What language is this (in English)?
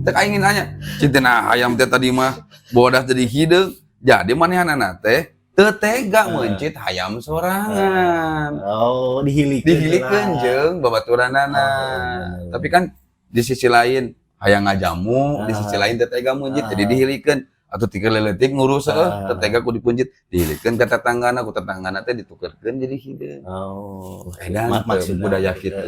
Sundanese